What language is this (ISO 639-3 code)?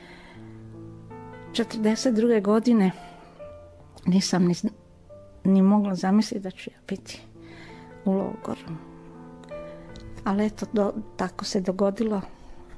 hrv